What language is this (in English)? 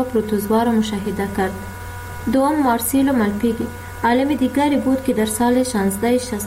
Persian